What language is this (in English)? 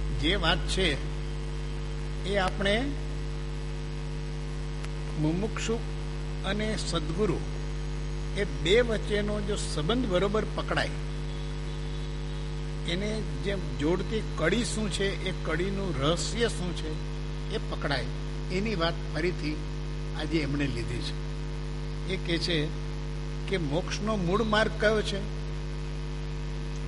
Gujarati